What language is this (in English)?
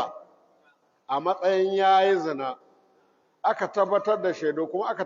Hausa